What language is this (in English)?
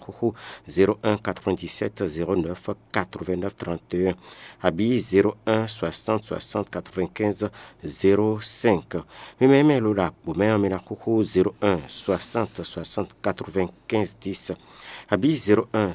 Fon